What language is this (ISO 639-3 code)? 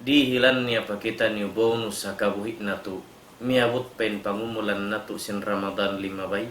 tsg